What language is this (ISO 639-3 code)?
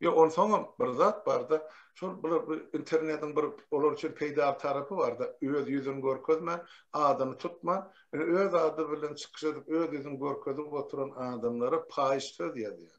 tuk